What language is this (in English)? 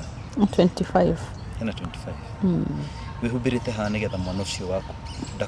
Kikuyu